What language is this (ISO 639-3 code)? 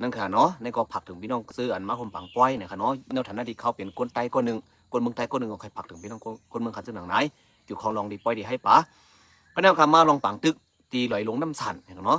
shn